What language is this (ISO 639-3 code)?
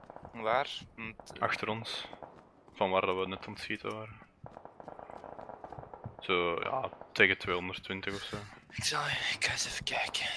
nld